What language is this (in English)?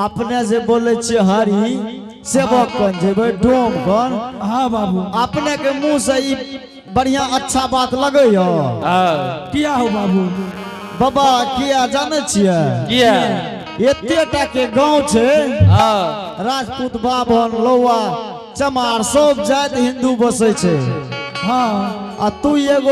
Angika